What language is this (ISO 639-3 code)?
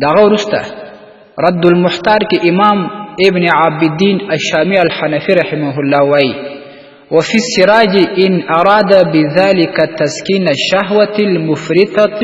pus